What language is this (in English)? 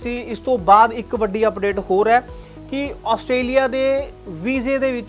Punjabi